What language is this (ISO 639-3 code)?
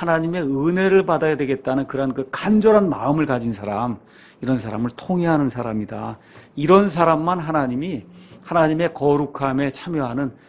kor